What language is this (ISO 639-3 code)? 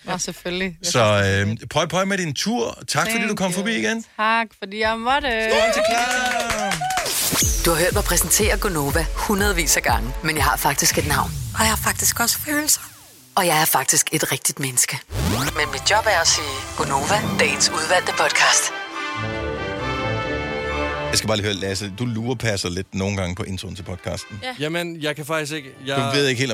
dan